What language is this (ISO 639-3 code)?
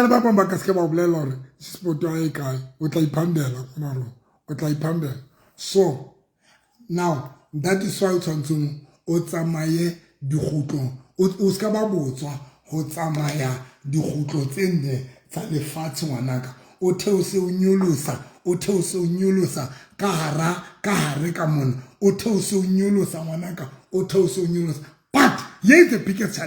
sot